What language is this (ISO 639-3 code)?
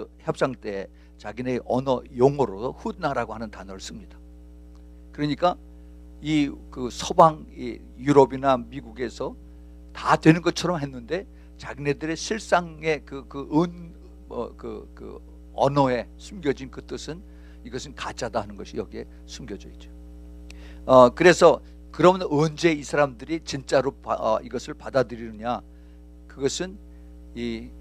kor